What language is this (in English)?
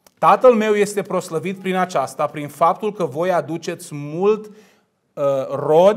Romanian